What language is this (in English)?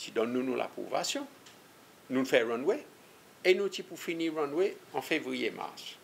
Seselwa Creole French